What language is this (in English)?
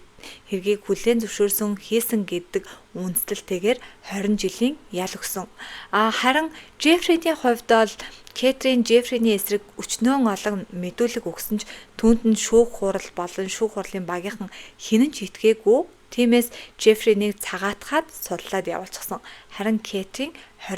Mongolian